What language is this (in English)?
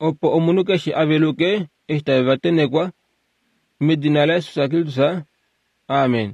Kuanyama